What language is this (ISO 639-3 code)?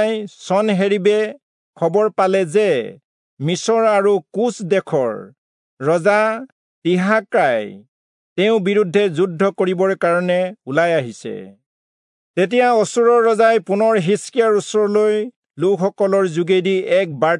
asm